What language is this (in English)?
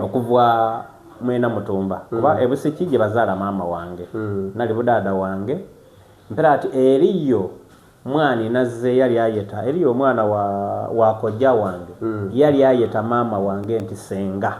Soga